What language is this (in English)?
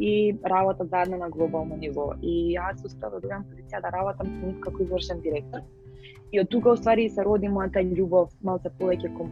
Macedonian